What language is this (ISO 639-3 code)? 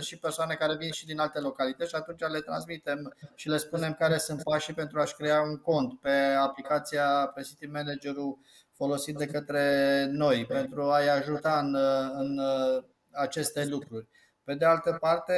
ron